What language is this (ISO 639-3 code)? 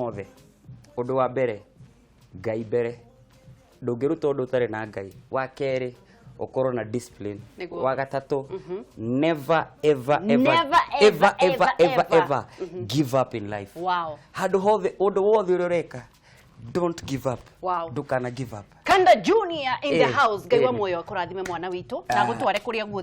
kik